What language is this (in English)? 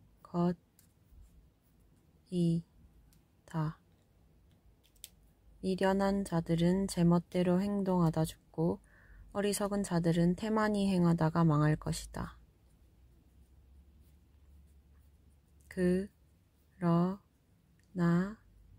Korean